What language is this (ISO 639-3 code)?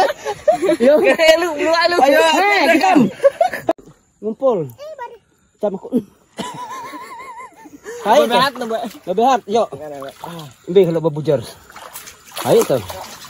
nij